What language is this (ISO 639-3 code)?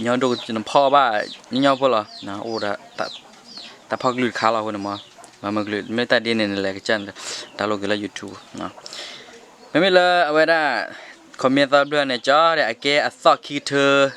ksw